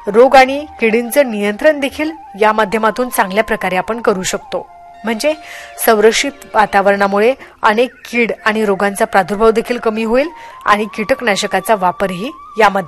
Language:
Marathi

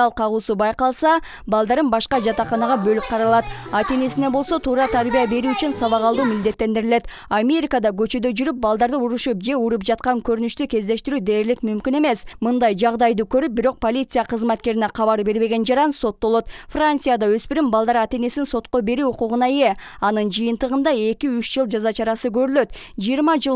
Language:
Kyrgyz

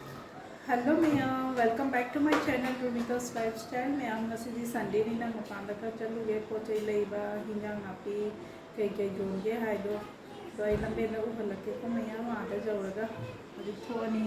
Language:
Manipuri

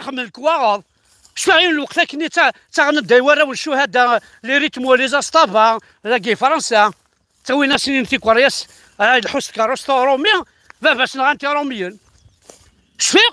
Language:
Kabyle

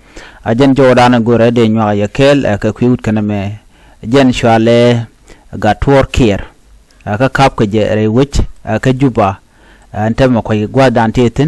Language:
Nuer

